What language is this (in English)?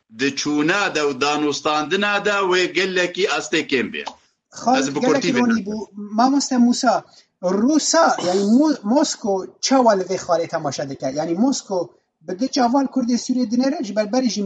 Kurdish